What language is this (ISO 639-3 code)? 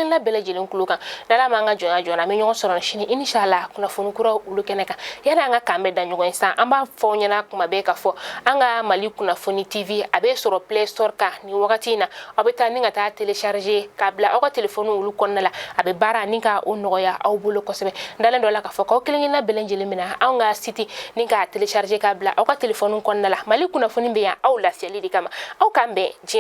bam